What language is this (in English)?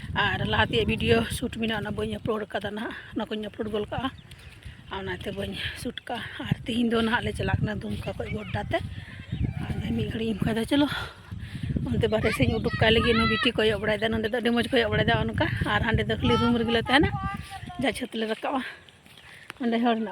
Santali